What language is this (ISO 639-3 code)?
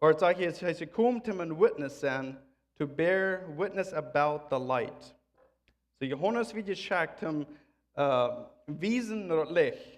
pdt